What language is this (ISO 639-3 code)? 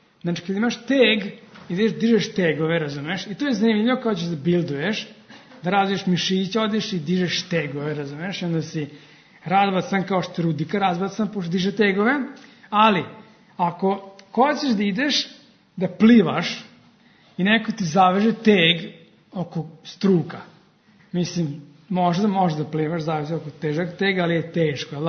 srp